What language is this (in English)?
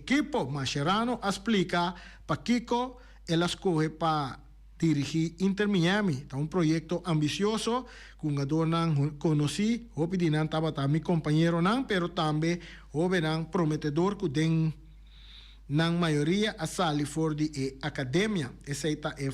Papiamento